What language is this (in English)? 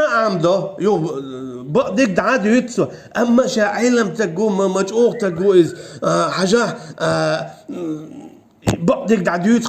Chechen